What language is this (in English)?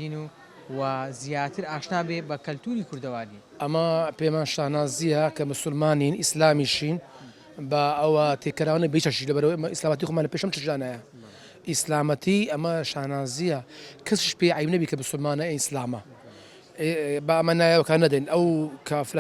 Central Kurdish